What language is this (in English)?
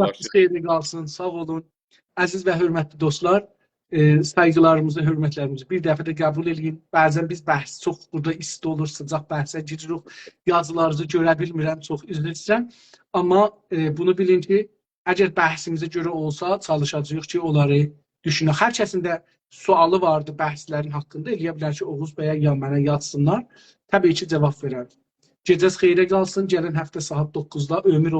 South Azerbaijani